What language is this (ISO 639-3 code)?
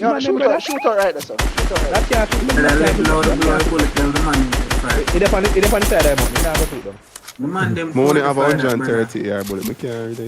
jam